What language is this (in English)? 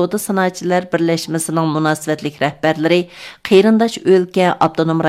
Uyghur